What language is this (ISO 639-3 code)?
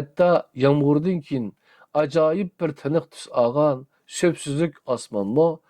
uig